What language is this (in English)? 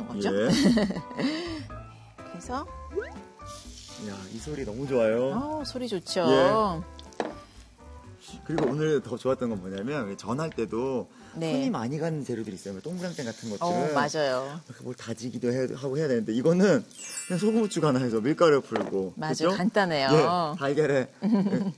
Korean